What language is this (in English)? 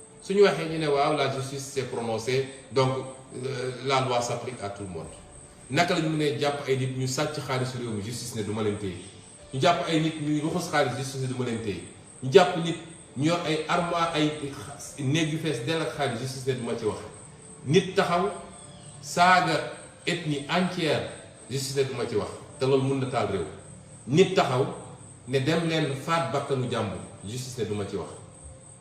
Wolof